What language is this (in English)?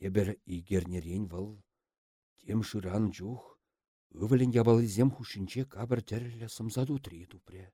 Chuvash